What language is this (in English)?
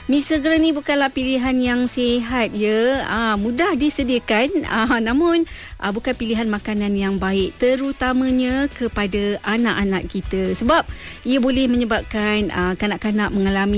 Malay